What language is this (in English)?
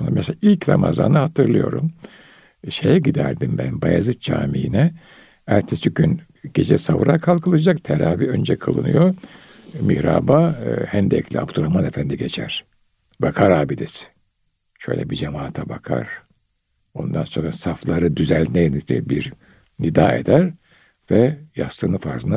Turkish